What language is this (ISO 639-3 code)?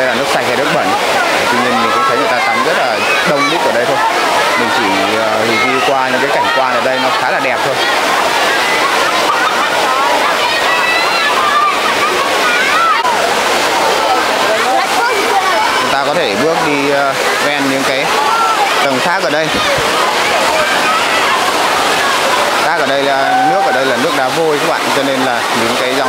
vie